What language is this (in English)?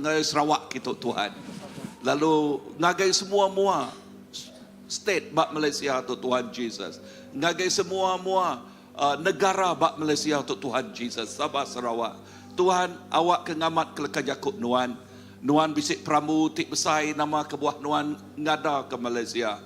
Iban